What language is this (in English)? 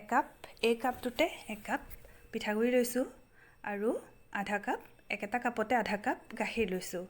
Assamese